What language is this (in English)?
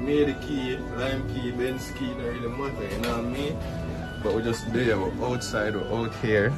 Jamaican Creole English